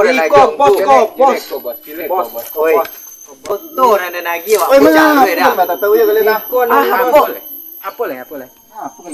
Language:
Minangkabau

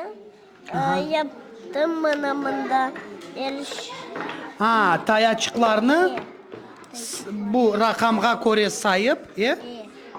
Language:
Crimean Tatar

